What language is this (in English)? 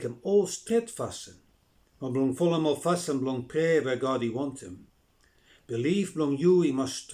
Bislama